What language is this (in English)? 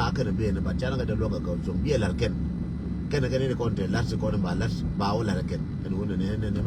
Nuer